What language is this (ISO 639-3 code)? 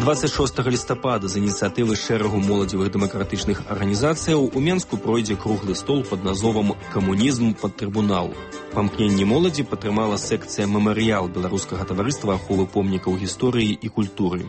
bel